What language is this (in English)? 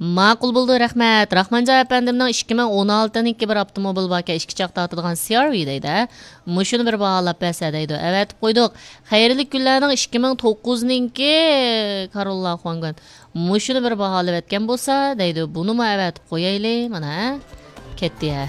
Uyghur